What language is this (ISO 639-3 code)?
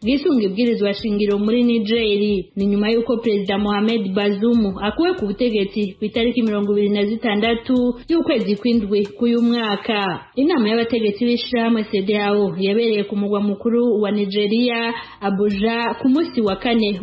run